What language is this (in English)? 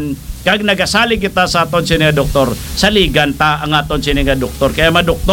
Hiligaynon